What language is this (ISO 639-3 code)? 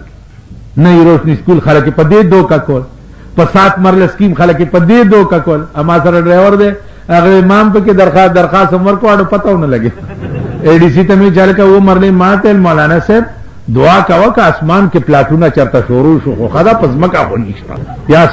pus